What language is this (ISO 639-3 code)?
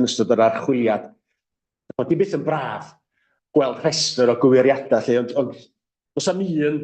cym